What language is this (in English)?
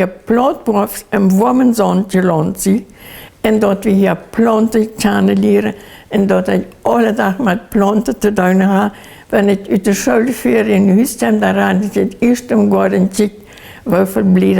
Plautdietsch